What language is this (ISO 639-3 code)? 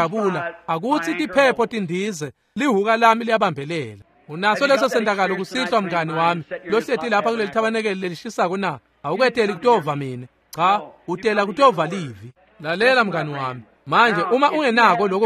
ssw